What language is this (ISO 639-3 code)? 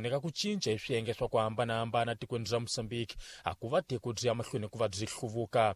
tso